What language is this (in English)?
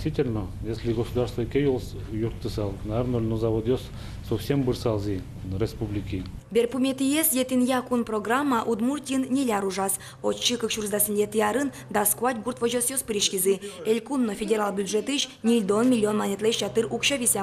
Udmurt